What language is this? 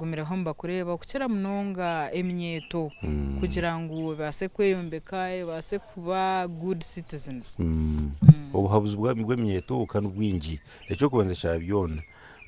Nyankole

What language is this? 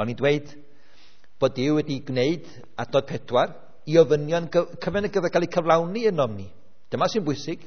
Welsh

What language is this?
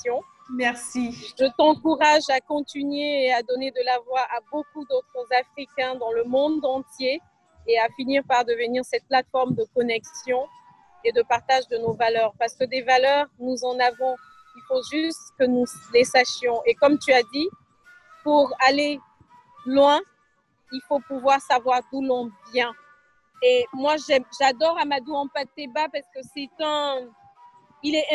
French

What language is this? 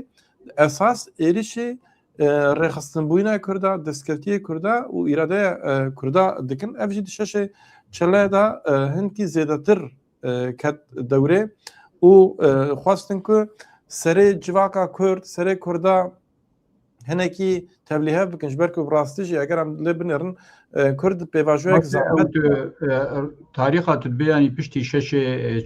Kurdish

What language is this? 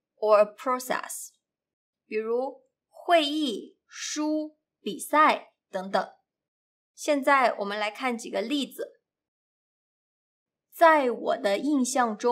Chinese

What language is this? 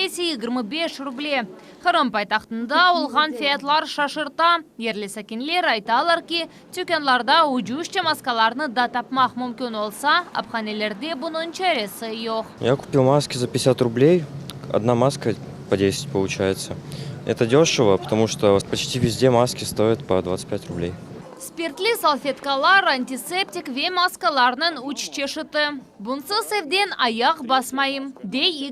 Crimean Tatar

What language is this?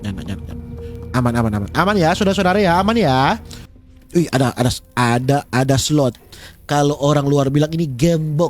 Manado Malay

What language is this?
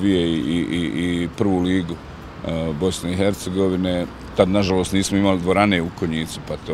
Bosnian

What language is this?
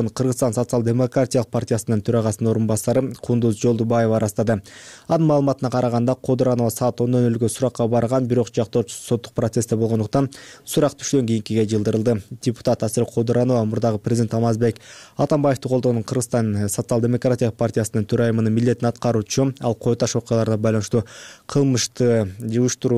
Kyrgyz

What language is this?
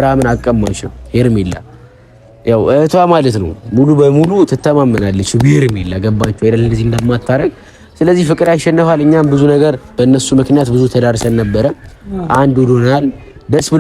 Amharic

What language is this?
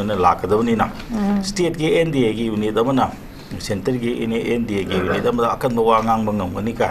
Manipuri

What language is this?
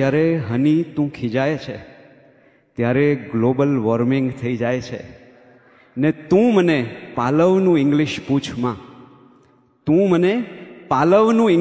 Gujarati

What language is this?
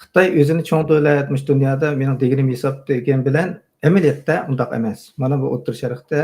Uyghur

